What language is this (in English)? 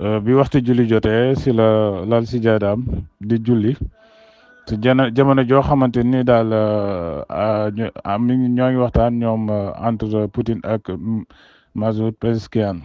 Wolof